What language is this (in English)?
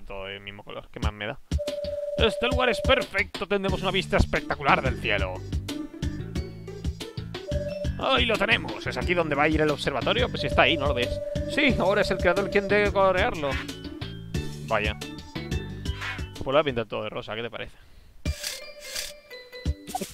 Spanish